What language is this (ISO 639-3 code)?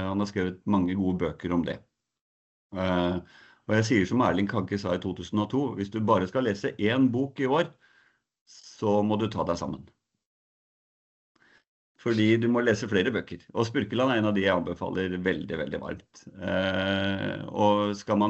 nor